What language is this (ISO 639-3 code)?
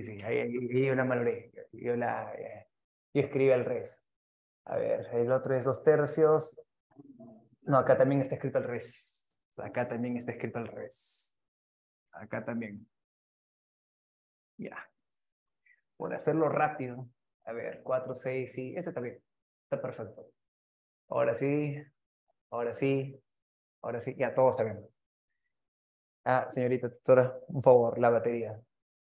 spa